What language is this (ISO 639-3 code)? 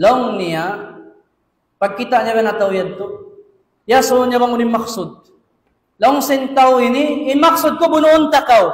tsg